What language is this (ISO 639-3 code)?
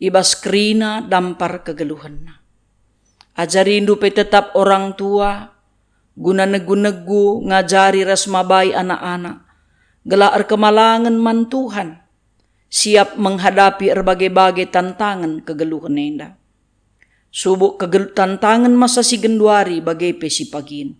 btx